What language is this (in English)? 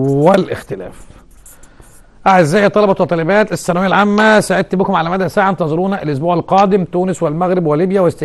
Egyptian Arabic